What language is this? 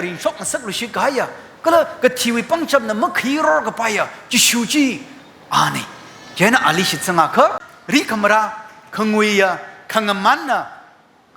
Tangkhul Naga (India)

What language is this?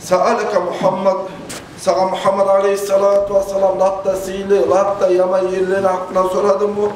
Kumyk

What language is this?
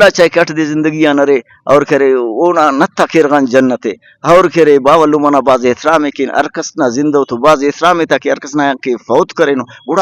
Brahui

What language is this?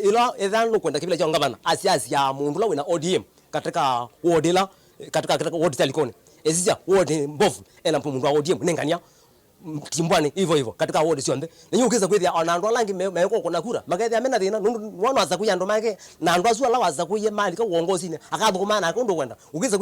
Kamba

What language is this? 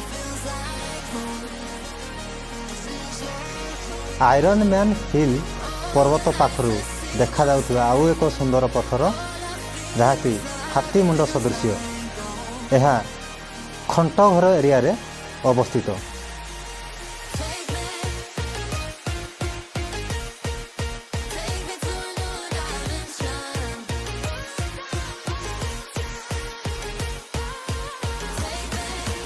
Odia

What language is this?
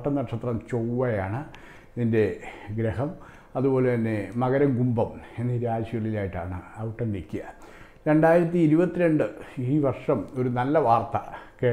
Malayalam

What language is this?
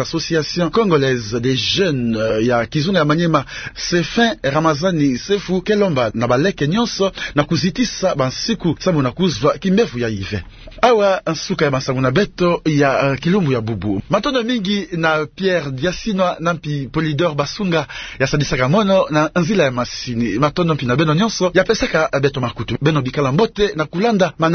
Kituba (Democratic Republic of Congo)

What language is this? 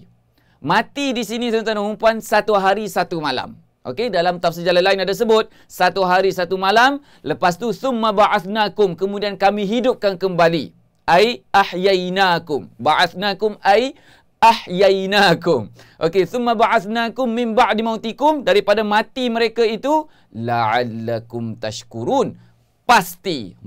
Malay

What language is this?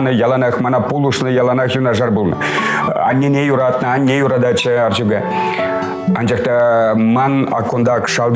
Chuvash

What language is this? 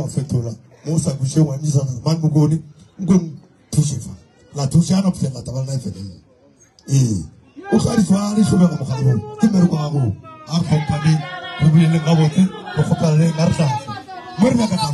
Northern Sotho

